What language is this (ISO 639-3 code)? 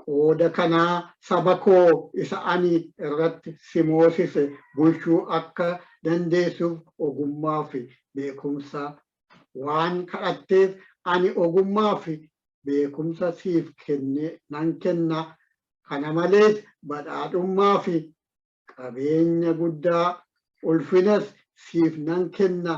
orm